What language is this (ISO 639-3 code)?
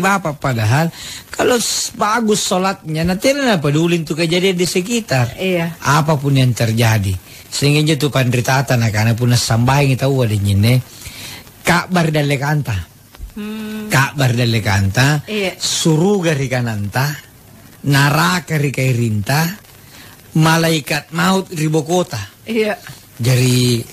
mak